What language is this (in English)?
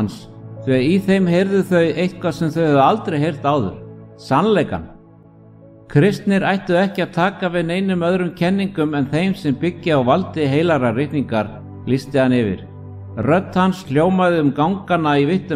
Icelandic